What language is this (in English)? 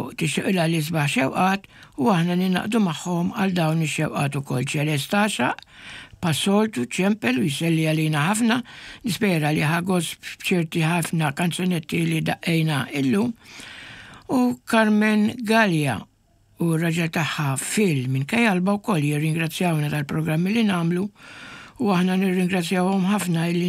Maltese